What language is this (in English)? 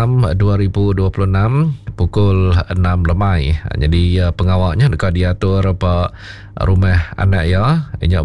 Iban